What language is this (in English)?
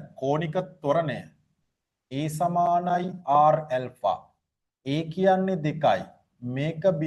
Sinhala